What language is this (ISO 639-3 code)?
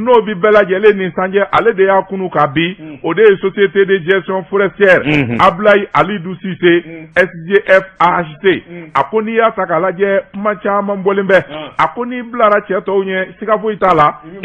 bam